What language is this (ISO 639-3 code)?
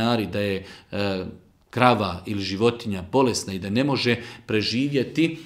bos